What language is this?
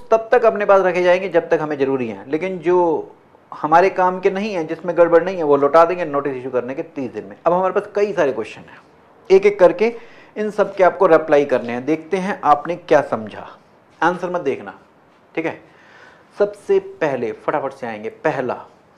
Hindi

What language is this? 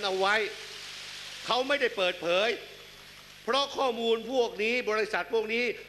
Thai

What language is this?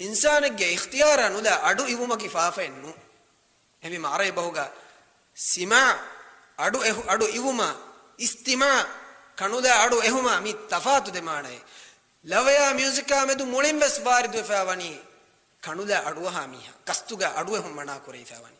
Divehi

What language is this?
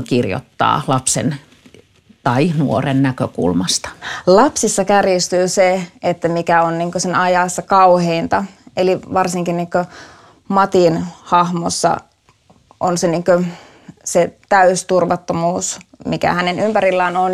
Finnish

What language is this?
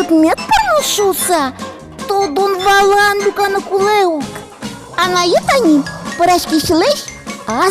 Udmurt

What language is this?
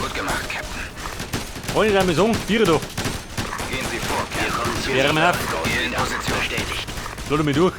Bavarian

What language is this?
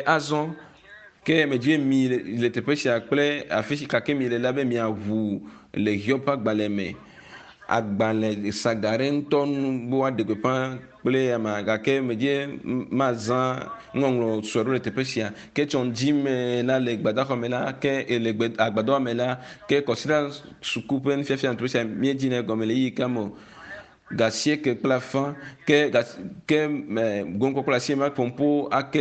Ewe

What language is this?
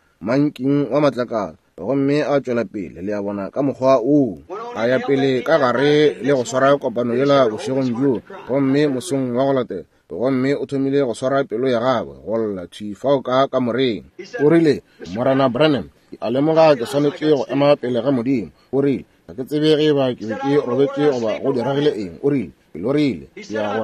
Northern Sotho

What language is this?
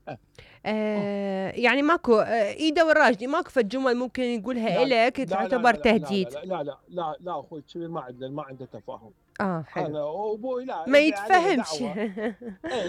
Mesopotamian Arabic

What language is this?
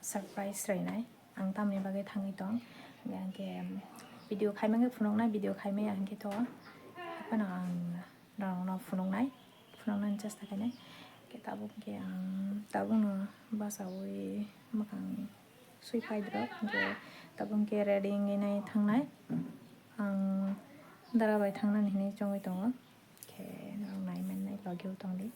Kok Borok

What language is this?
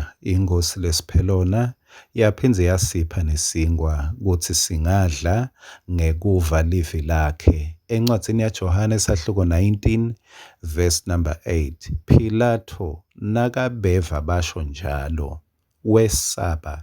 Swati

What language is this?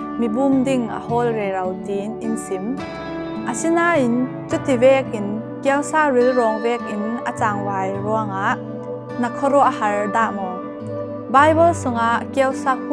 Falam Chin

